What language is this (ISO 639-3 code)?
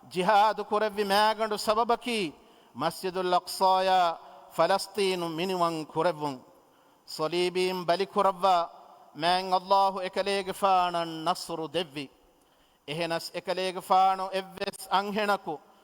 div